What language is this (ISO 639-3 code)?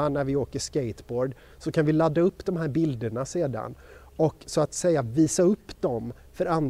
swe